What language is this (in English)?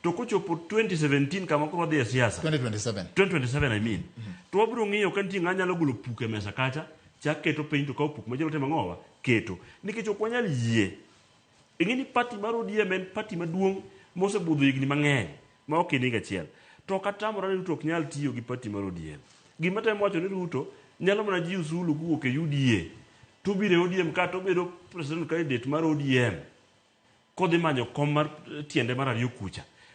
Luo (Kenya and Tanzania)